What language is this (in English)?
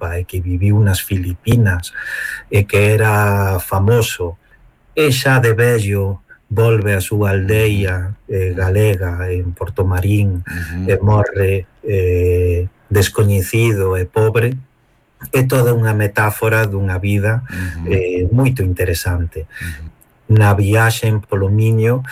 Galician